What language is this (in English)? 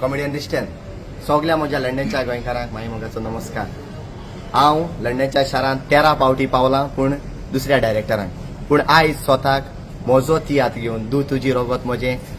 Konkani